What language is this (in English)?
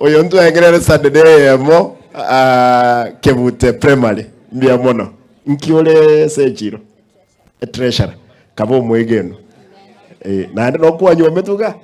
Gusii